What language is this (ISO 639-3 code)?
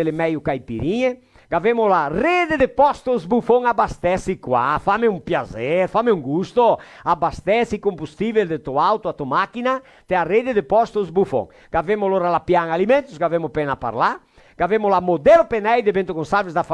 vec